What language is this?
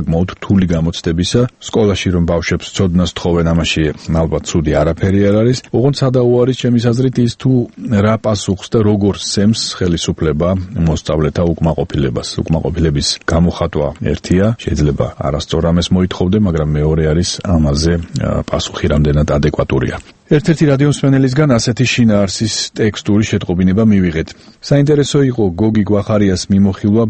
Georgian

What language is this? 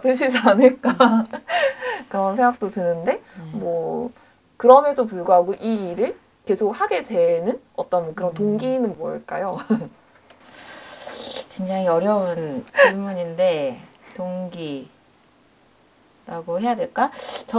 Korean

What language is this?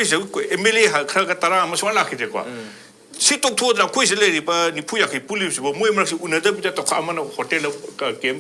Manipuri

